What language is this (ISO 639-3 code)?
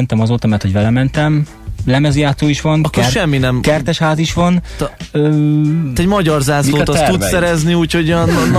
hun